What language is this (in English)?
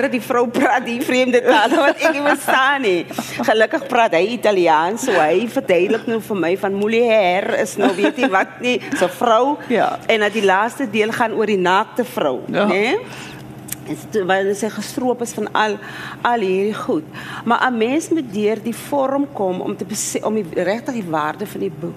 Afrikaans